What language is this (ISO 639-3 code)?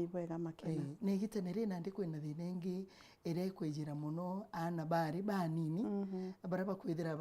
mer